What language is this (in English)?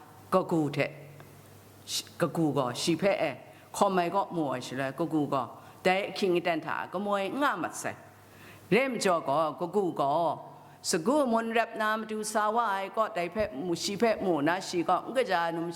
Kachin